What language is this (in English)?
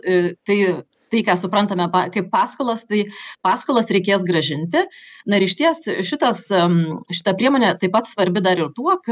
Lithuanian